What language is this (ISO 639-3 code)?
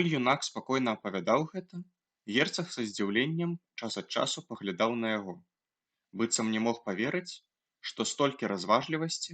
bel